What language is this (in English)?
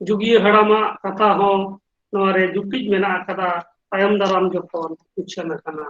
Santali